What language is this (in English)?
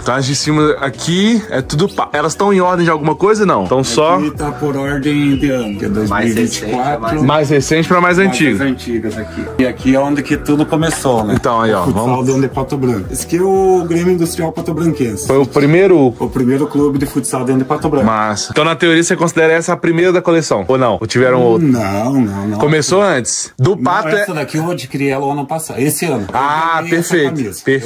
Portuguese